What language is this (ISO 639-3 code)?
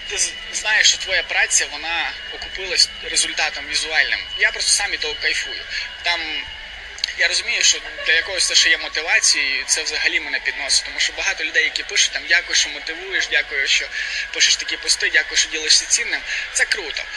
ukr